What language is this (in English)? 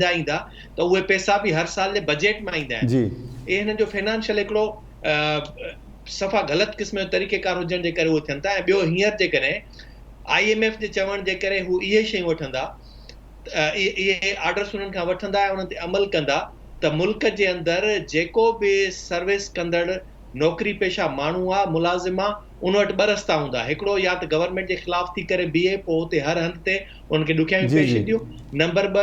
Sindhi